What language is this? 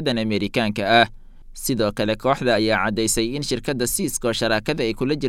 Somali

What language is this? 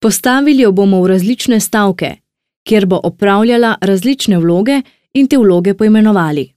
Slovenian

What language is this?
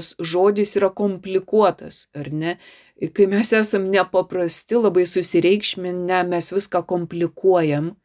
Lithuanian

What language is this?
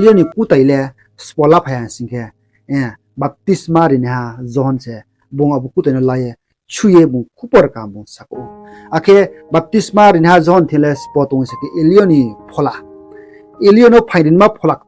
Riang (India)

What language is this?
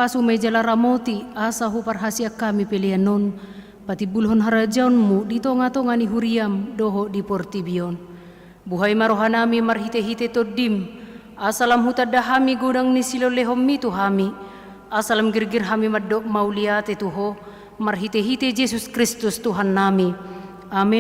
Batak Toba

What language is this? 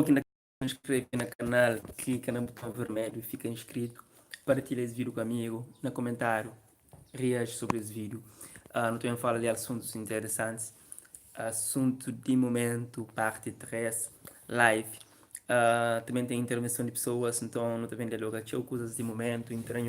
Kabuverdianu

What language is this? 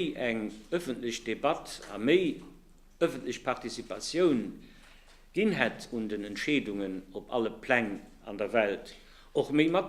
Luxembourgish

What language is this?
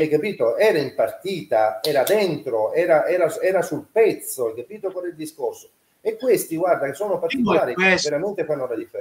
Italian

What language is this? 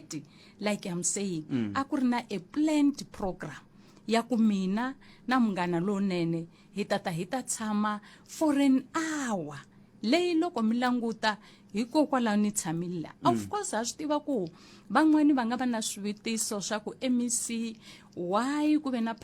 Tsonga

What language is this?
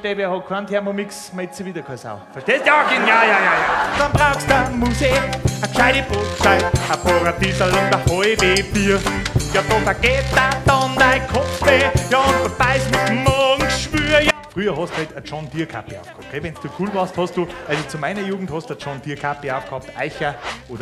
Bavarian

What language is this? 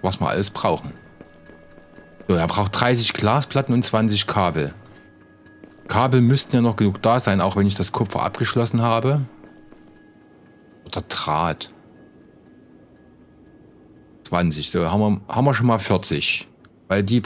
German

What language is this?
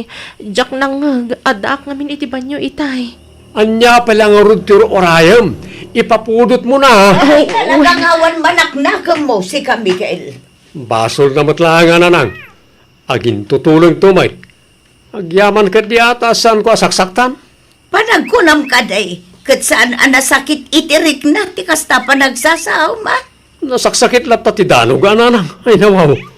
Iloko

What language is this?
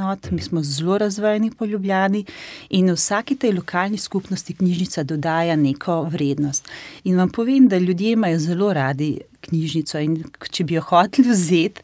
Slovenian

